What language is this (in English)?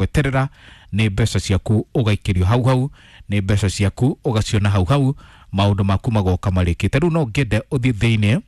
Kikuyu